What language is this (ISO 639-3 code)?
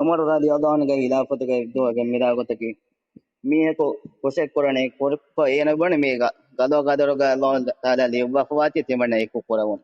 div